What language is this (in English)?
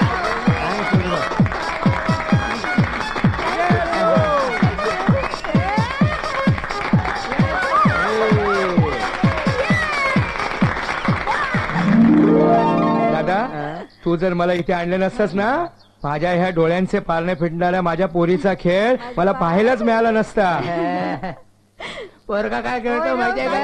Marathi